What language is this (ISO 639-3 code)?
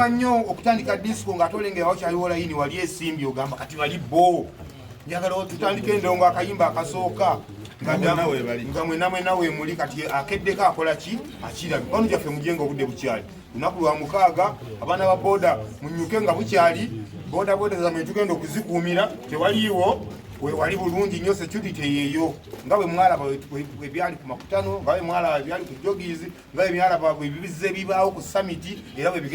lug